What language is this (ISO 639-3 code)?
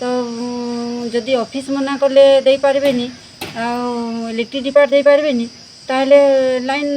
ori